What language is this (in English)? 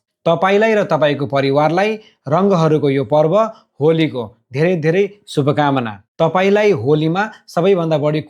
Nepali